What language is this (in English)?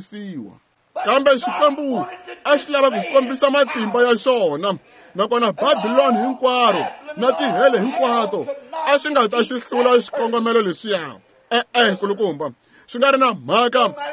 Tsonga